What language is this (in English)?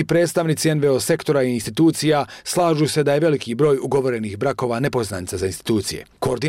Bosnian